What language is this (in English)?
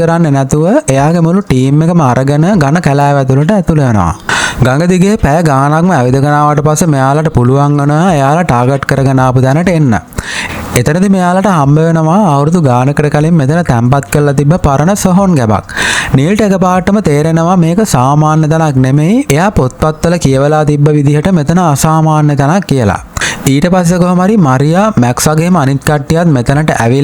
Sinhala